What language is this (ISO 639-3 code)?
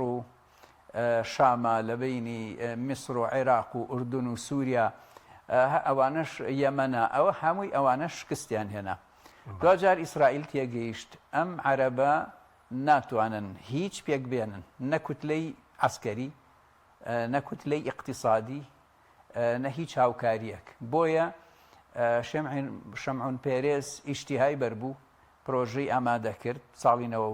ckb